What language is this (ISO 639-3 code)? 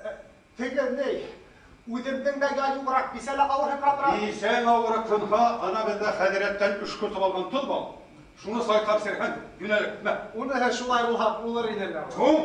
bak